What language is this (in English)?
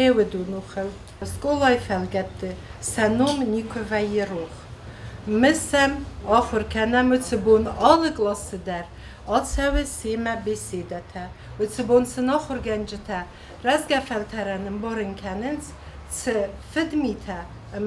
Ossetic